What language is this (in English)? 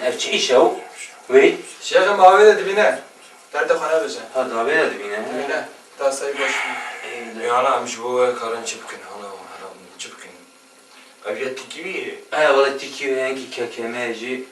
Kurdish